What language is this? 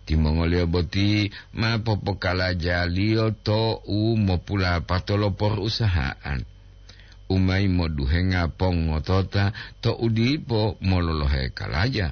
Gorontalo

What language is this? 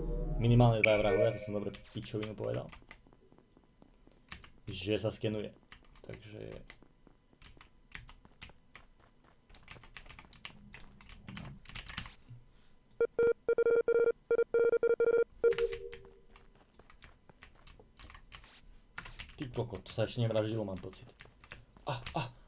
Slovak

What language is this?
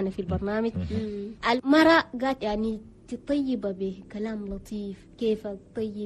Chadian Arabic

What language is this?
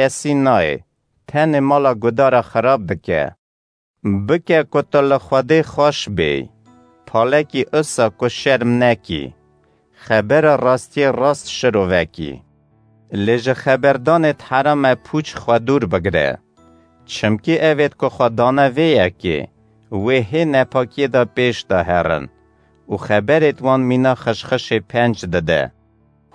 Kurdish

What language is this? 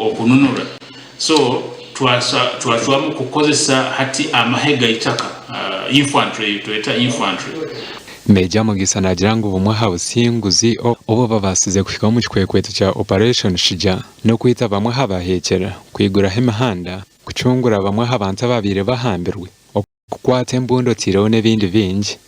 Nyankole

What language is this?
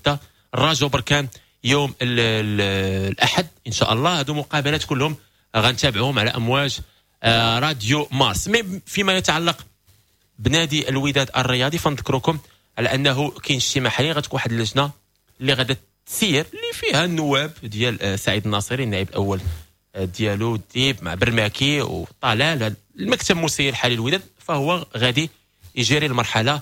Moroccan Arabic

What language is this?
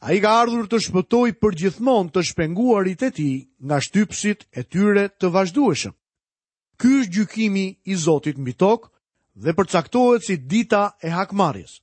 Albanian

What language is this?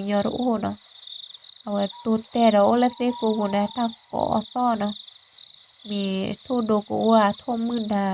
S'gaw Karen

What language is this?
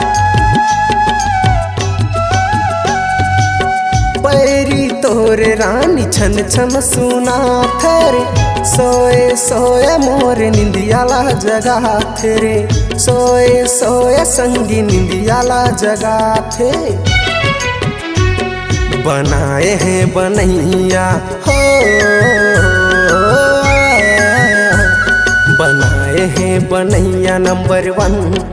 Chhattisgarhi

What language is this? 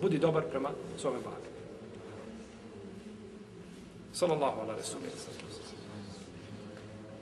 Bosnian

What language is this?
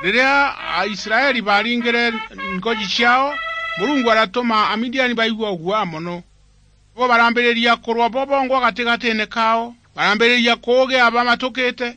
Meru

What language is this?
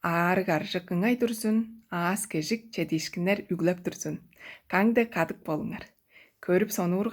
Tuvinian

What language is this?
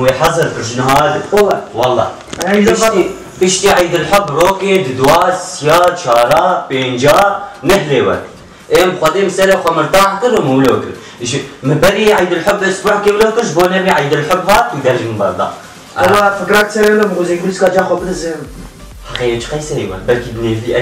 Kurdish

